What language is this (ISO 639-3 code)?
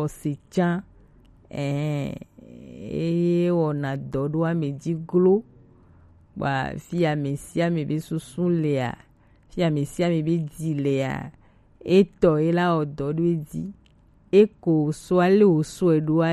gej